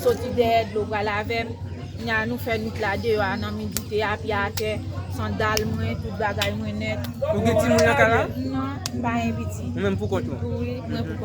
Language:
Haitian Creole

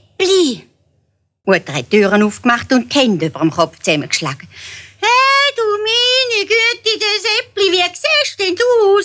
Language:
Swiss German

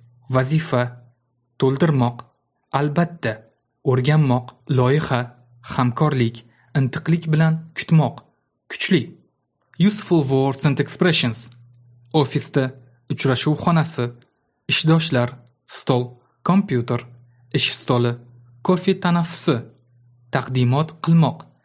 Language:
Uzbek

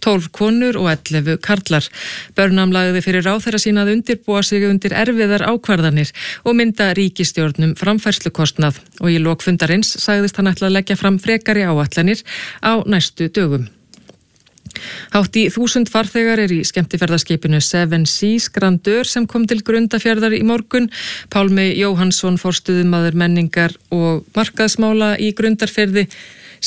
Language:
Icelandic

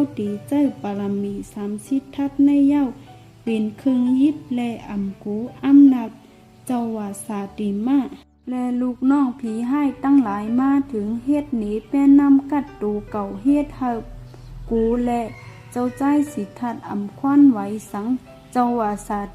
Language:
Shan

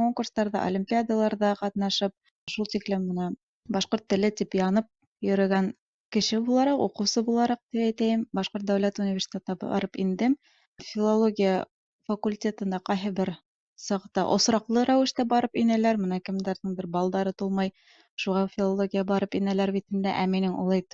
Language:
Bashkir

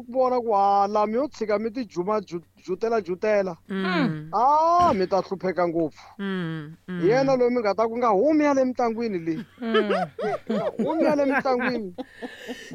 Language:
Tsonga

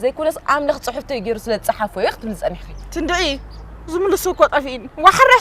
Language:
Tigrinya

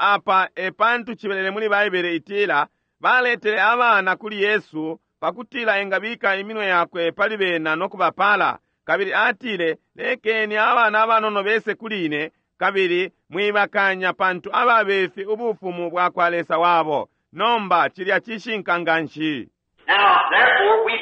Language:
Bemba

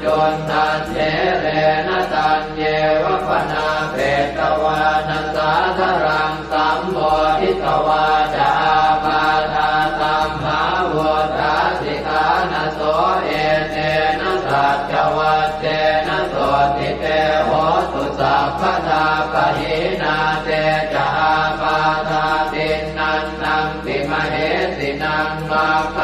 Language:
Pali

